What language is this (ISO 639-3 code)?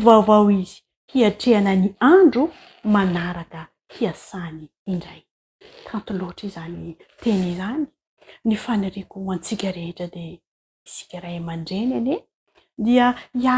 mlg